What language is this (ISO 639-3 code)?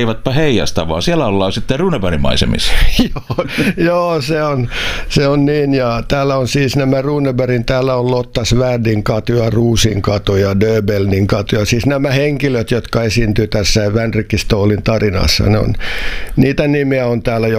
fin